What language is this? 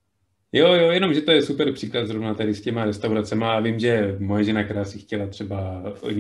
Czech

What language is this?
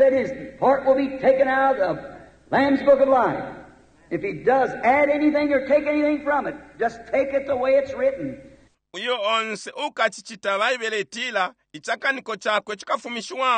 Bemba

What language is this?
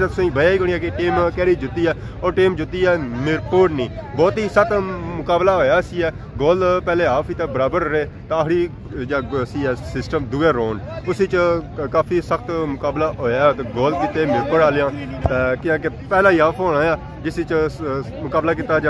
Pahari-Potwari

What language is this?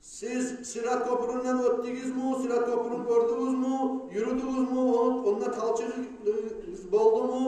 Kumyk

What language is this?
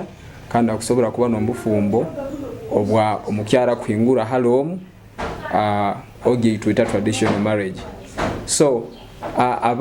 Nyoro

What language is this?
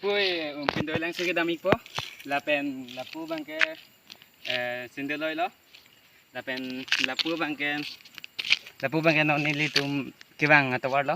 Karbi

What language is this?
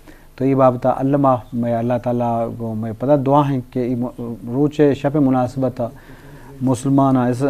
Eastern Balochi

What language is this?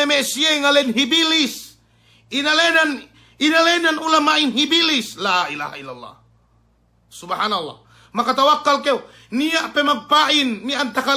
Yakan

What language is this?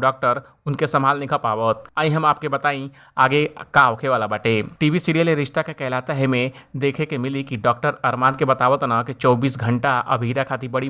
Bhojpuri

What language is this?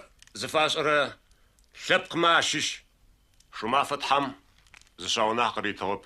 Adyghe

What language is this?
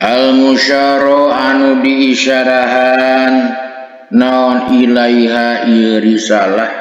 Sundanese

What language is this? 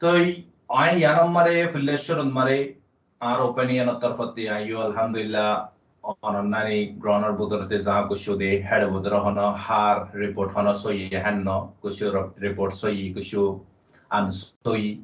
Rohingya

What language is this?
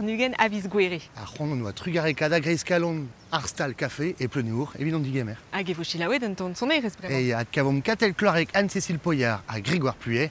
Breton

